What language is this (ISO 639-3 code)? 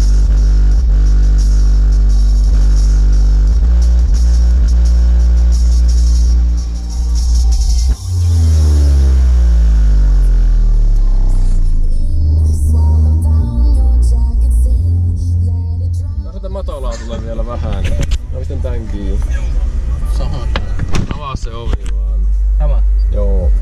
fin